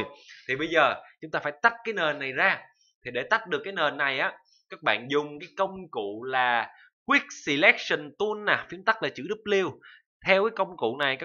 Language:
Vietnamese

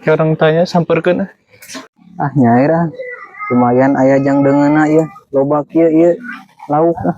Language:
Sundanese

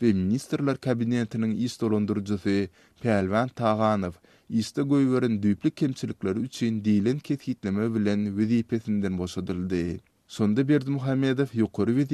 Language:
Turkmen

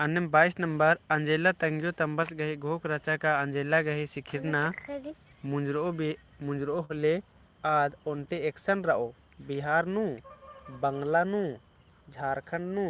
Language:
Kurukh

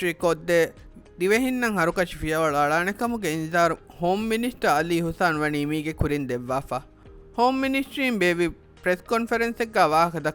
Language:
Divehi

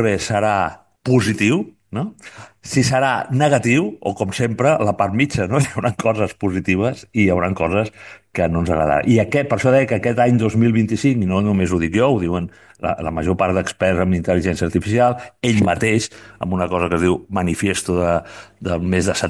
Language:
Catalan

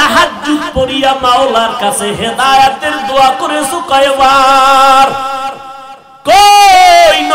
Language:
Bangla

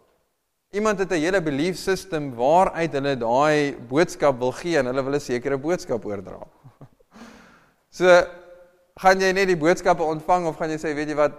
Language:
Afrikaans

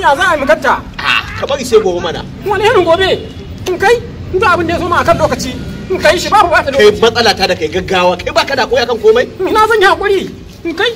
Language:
Hausa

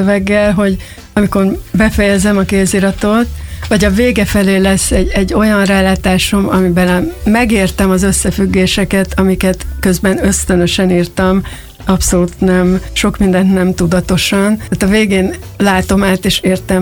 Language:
Hungarian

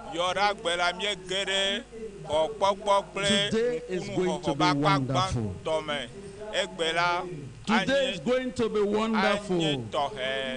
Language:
Ewe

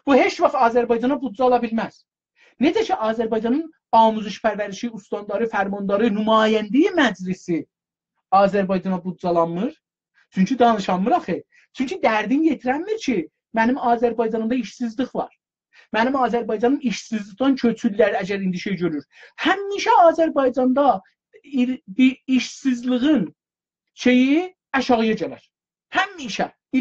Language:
South Azerbaijani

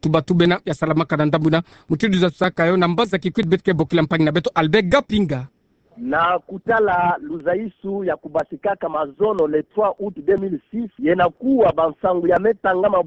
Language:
Kituba (Democratic Republic of Congo)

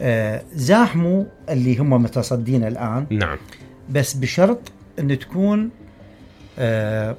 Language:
Mesopotamian Arabic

